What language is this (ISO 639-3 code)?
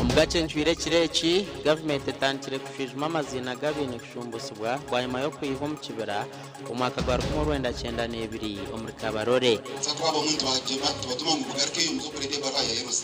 nyn